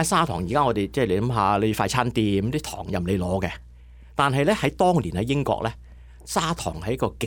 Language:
Cantonese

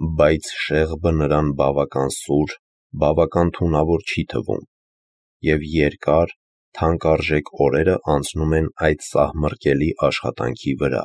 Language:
Armenian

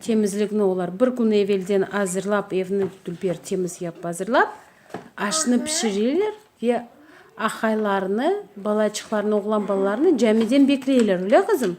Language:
Crimean Tatar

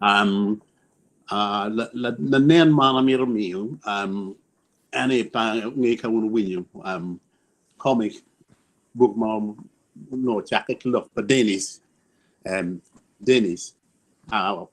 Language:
Acoli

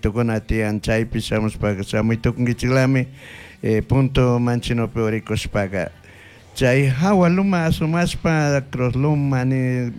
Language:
Chimborazo Highland Quichua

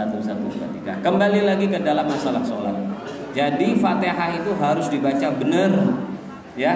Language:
Indonesian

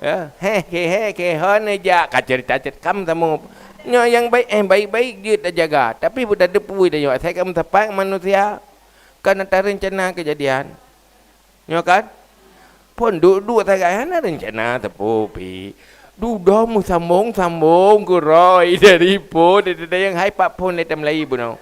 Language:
Achinese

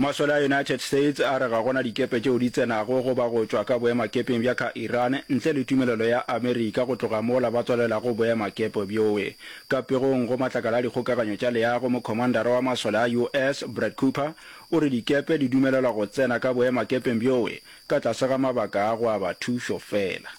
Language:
Northern Sotho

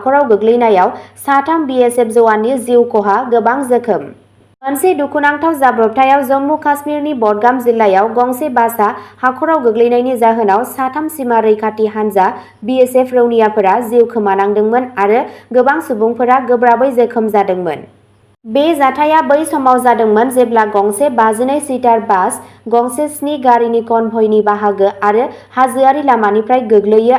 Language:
Bodo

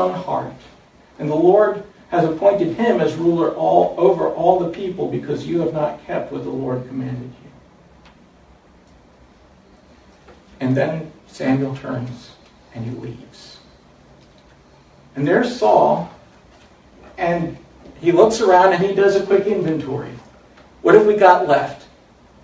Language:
English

